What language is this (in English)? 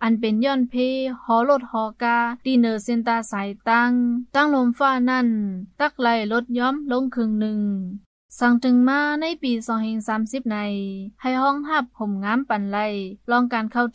Shan